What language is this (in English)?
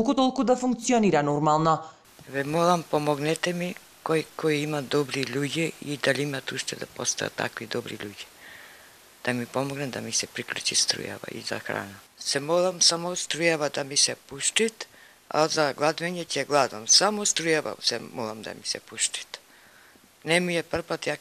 Macedonian